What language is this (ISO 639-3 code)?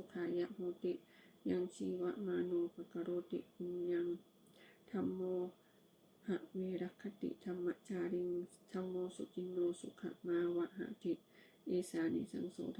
pli